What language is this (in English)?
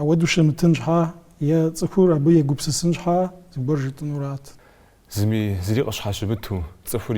Kabardian